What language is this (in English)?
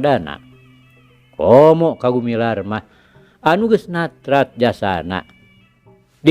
Sundanese